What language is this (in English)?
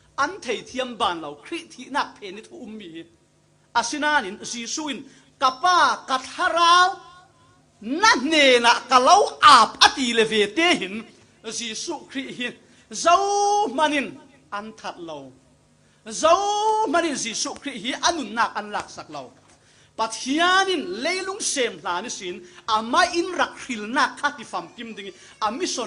Falam Chin